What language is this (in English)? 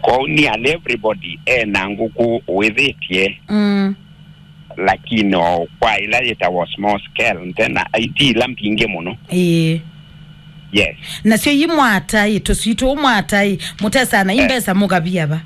Kamba